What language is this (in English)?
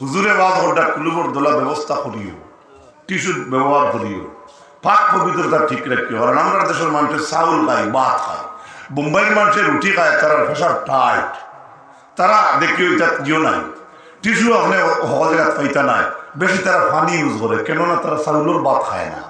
Sylheti